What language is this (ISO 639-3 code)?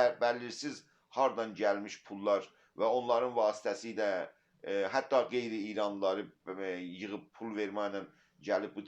azb